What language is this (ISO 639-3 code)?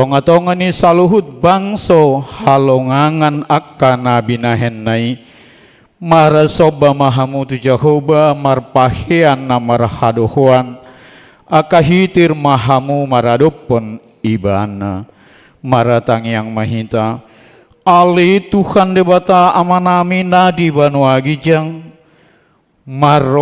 bbc